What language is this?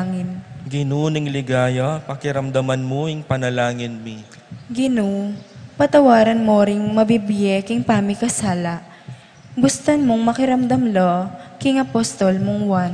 Pampanga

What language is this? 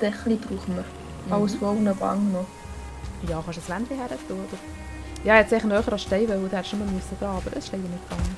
Swiss German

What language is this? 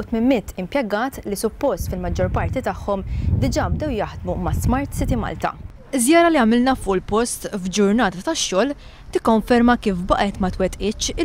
Maltese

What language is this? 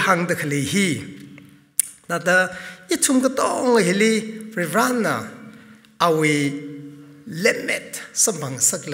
Tangkhul Naga (India)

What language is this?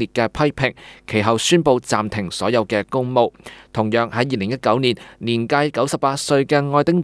Cantonese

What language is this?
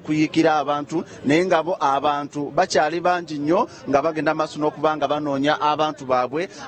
Ganda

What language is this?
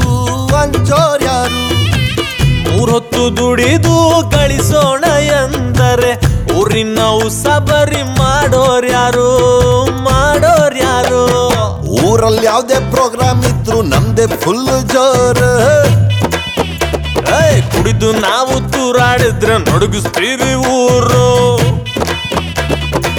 Kannada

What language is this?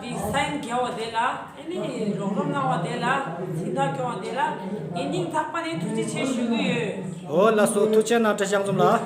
Tibetan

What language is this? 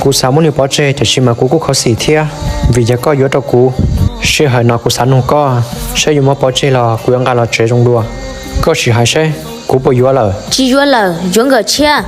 Hmong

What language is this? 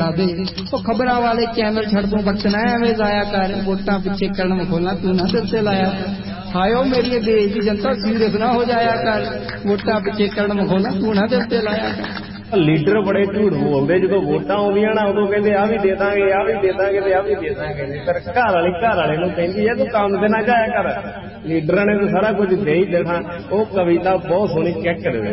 Punjabi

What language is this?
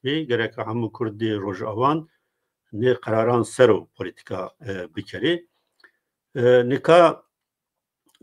Zaza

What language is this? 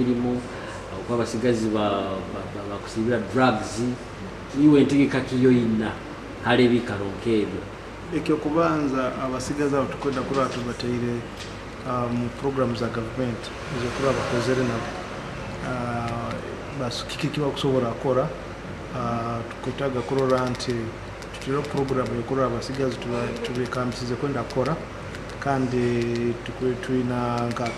Nyoro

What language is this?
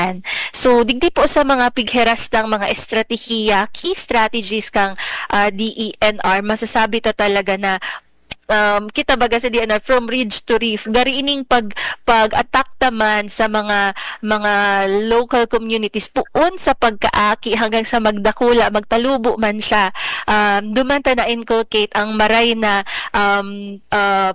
Bikol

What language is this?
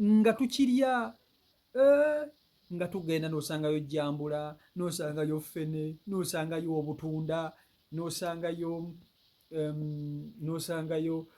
Ganda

